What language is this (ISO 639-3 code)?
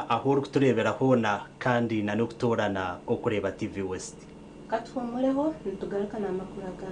nyn